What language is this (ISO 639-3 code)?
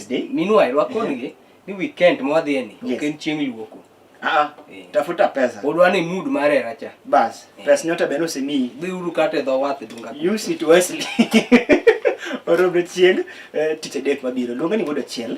luo